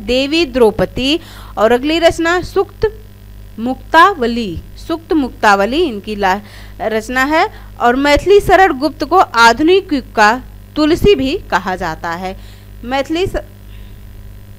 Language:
Hindi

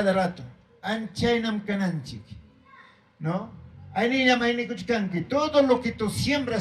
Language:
Ayacucho Quechua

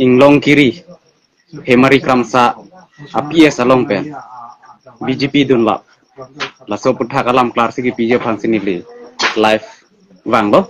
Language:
Karbi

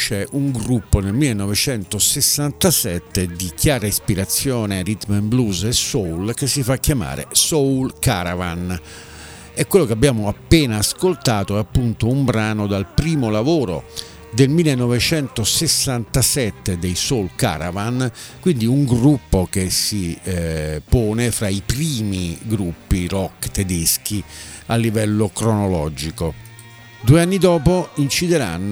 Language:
Italian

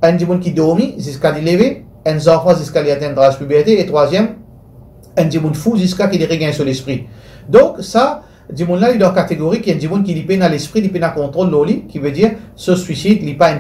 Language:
Morisyen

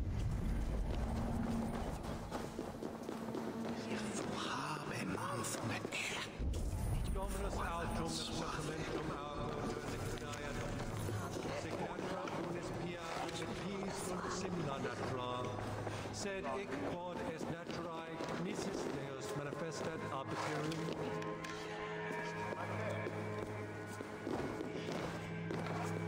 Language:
Spanish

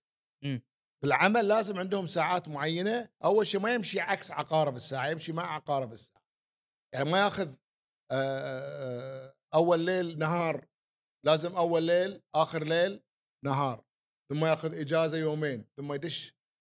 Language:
Gulf Arabic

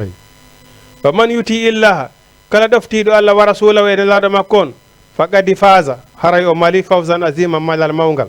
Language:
Fula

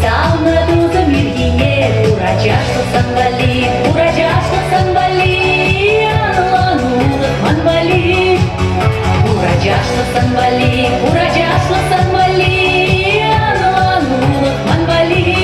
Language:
Chuvash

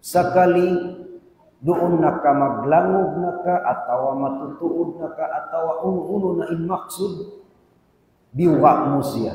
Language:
Tausug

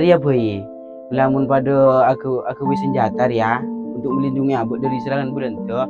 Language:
Madurese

